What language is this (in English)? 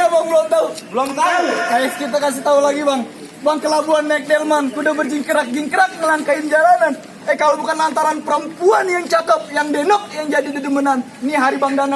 Betawi